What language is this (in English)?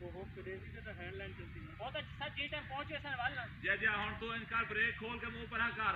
Saraiki